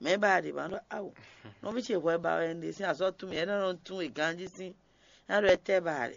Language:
Fon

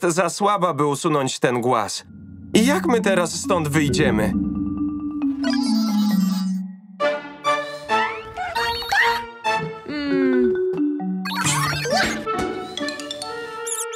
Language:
Polish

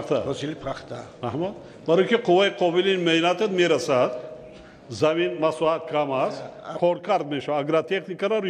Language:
Tajik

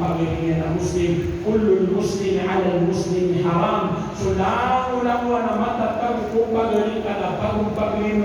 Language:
Maranao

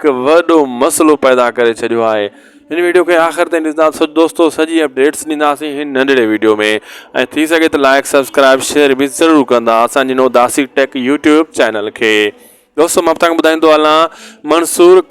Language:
Sindhi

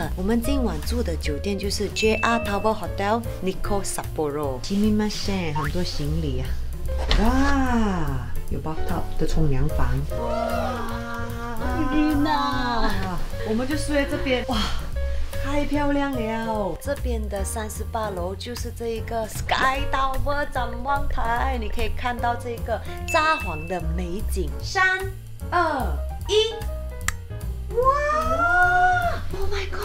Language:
Chinese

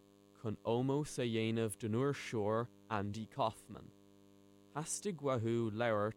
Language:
Irish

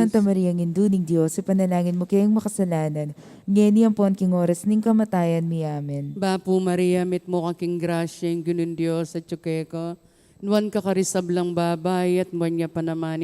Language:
Pampanga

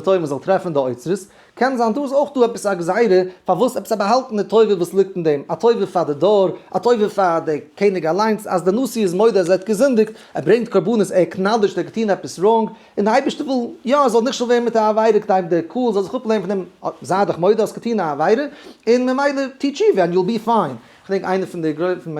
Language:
Yiddish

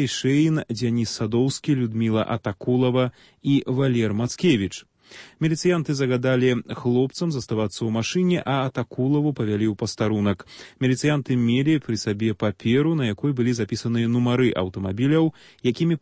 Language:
Belarusian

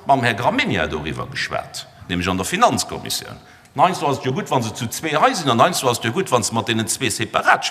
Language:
Luxembourgish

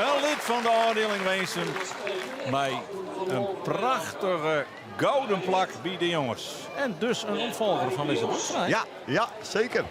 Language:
Western Frisian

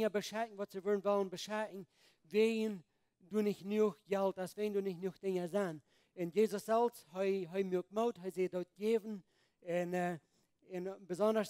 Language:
Plautdietsch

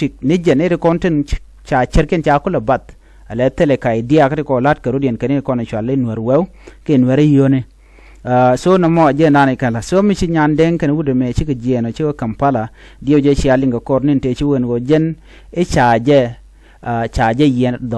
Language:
Nuer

